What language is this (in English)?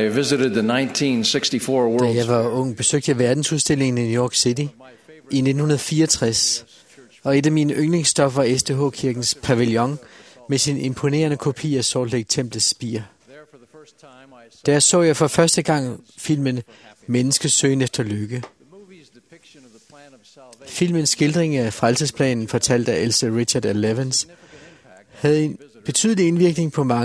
Danish